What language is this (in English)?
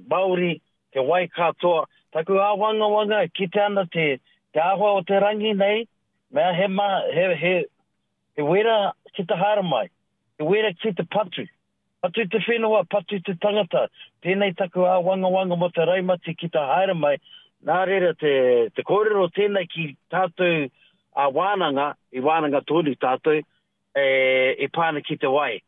Māori